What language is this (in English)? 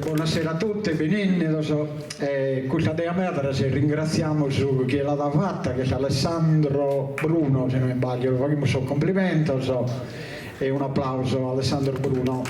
Sardinian